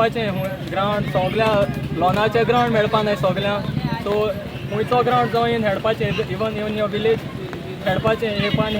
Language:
Konkani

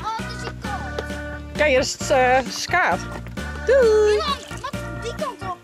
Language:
Western Frisian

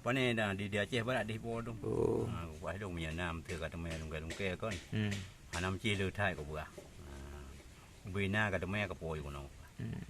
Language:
Achinese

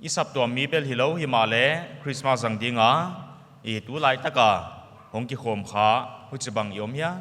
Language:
Paite Chin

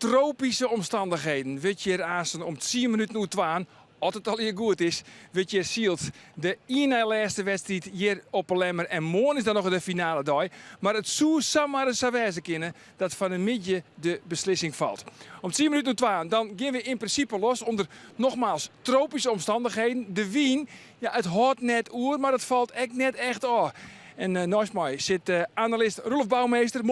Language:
Western Frisian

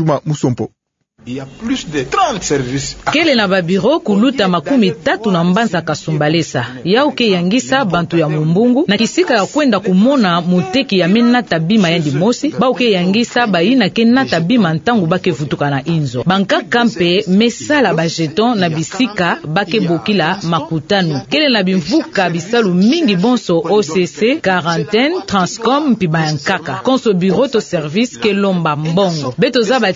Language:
Kituba (Democratic Republic of Congo)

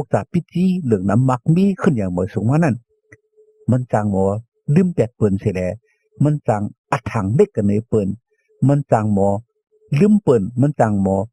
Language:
Shan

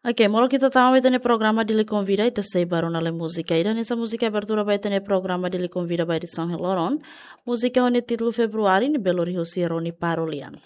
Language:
Tetum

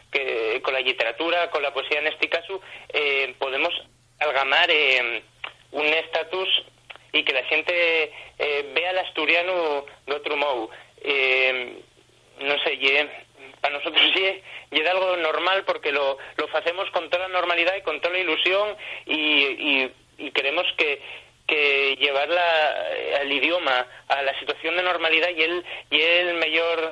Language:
Asturian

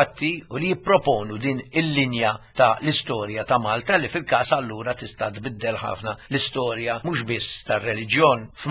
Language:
Maltese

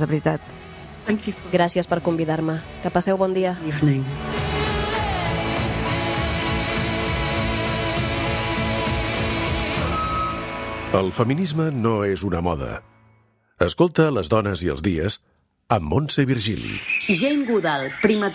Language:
Catalan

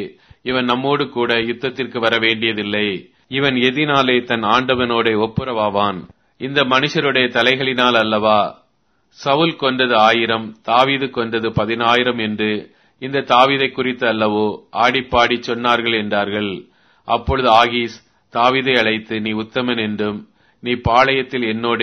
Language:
Tamil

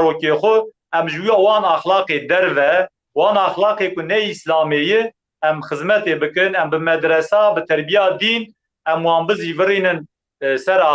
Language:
Kurdish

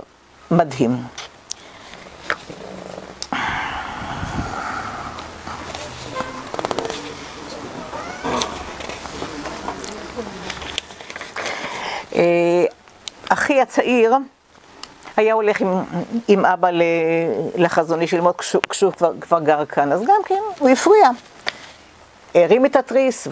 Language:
Hebrew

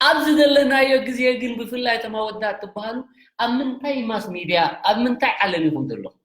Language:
Tigrinya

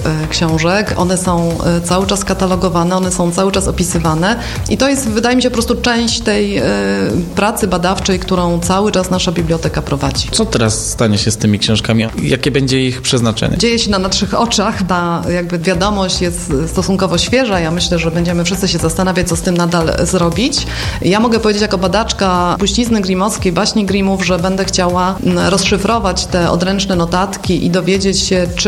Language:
Polish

